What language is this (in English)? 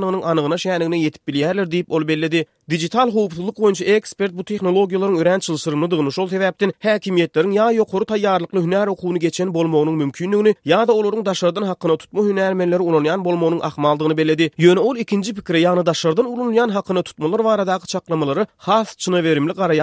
Turkmen